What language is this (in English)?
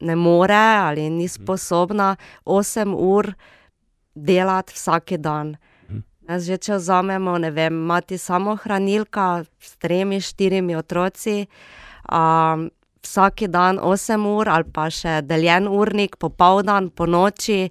Slovenian